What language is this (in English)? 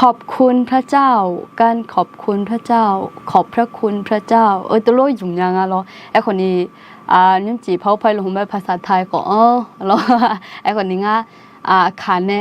Akha